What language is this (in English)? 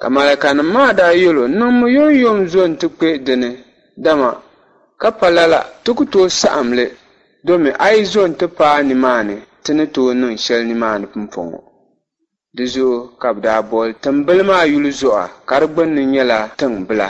Dagbani